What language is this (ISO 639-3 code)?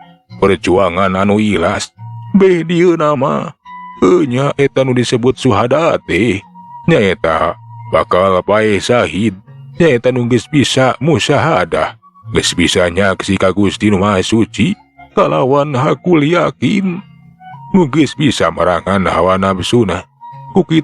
sun